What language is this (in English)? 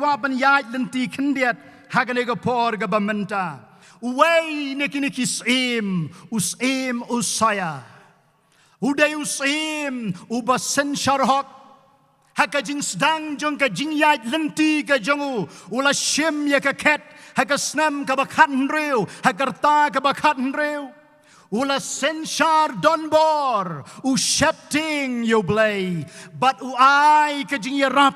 Khasi